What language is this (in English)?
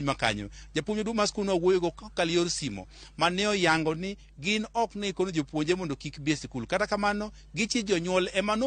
Luo (Kenya and Tanzania)